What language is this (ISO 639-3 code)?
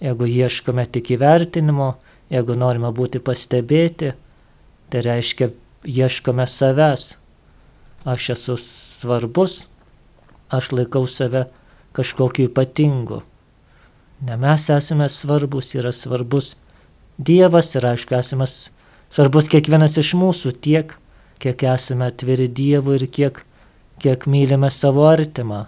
lit